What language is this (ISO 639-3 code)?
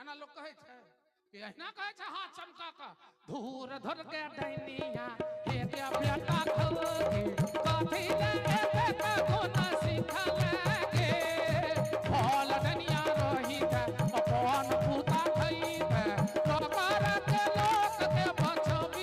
mai